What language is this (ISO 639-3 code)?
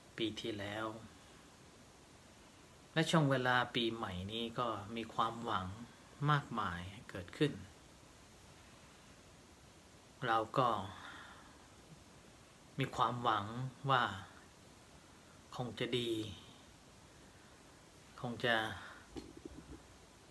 tha